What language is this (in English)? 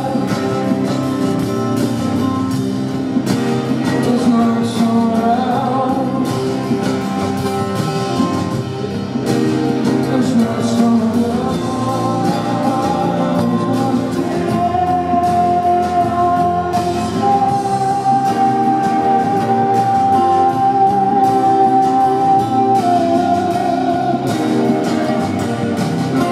English